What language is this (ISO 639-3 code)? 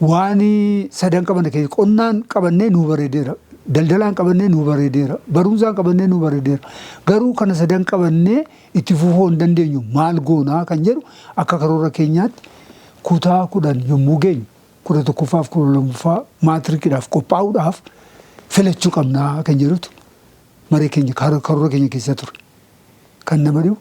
orm